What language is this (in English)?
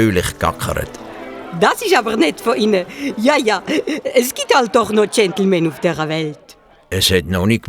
Swiss German